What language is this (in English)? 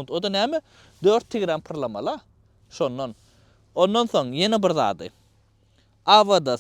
Turkmen